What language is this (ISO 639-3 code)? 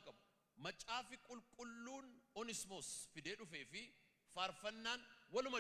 orm